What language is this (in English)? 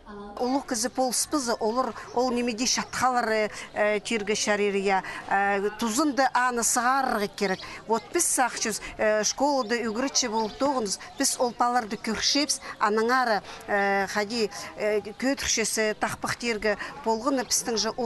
Khakas